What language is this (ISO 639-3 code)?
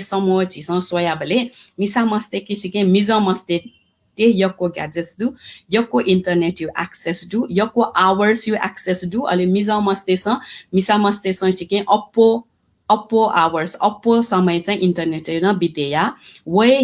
new